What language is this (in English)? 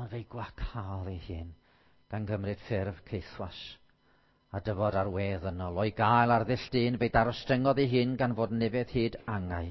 Welsh